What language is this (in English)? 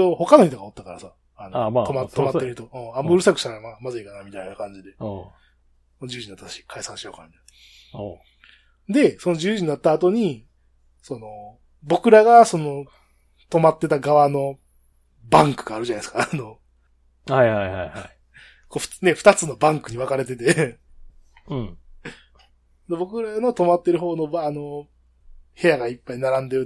Japanese